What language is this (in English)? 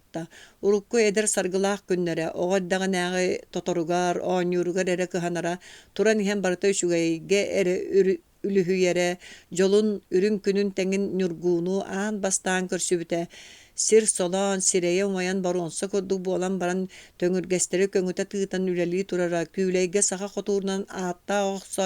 Yakut